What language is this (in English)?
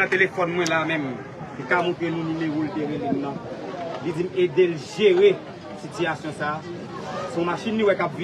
Haitian Creole